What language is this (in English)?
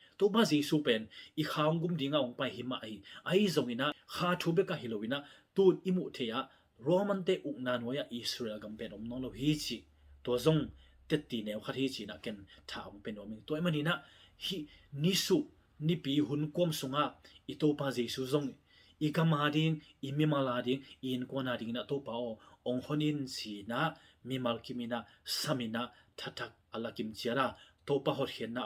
Tedim Chin